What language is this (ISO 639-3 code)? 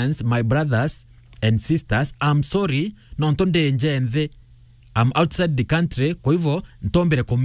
mer